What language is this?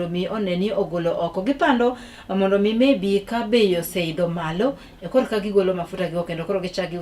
Luo (Kenya and Tanzania)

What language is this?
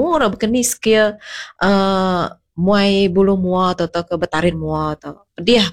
Iban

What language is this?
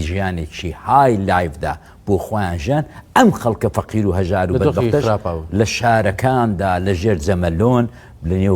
Central Kurdish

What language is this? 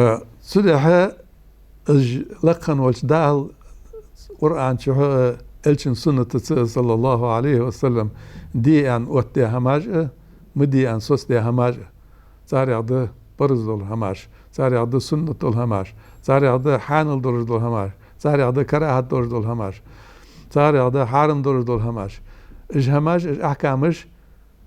Ingush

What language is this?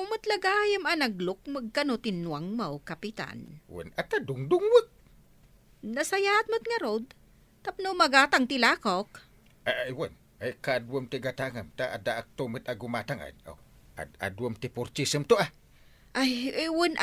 Iloko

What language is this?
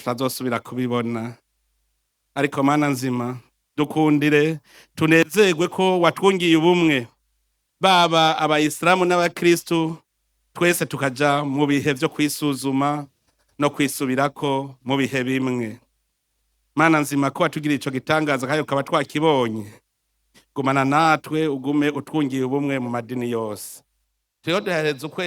Rundi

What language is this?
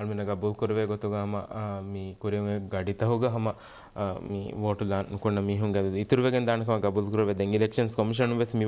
Divehi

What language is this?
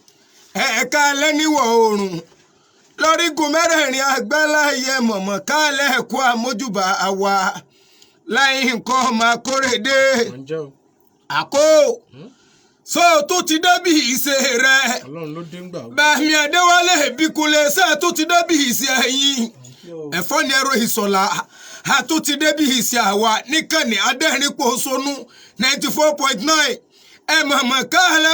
Yoruba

